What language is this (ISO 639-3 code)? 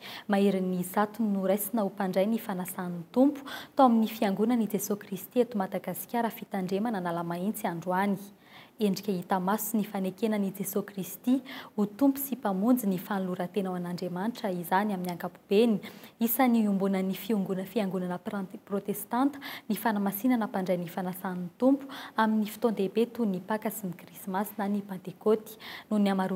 mlg